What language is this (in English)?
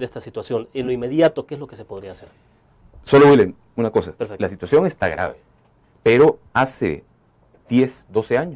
Spanish